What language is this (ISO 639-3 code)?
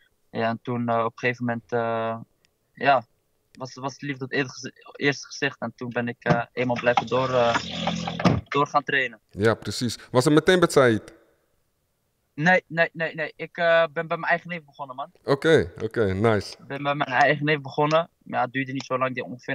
nld